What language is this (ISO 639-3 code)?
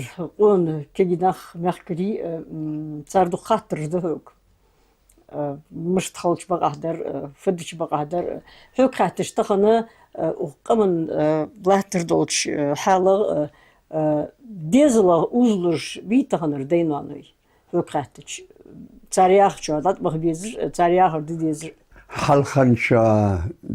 inh